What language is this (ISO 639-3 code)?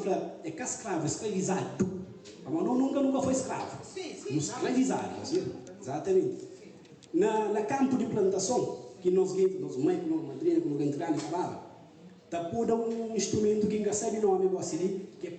kea